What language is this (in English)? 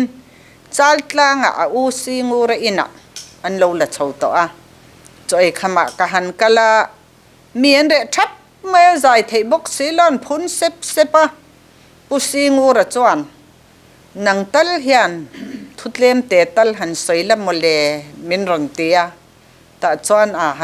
Mizo